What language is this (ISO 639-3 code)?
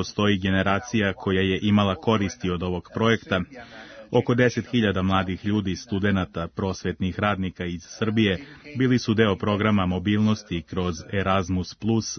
srp